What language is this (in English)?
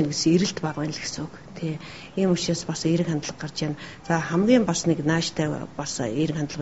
Mongolian